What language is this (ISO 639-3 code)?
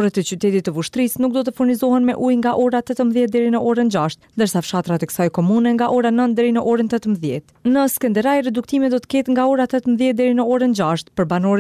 sqi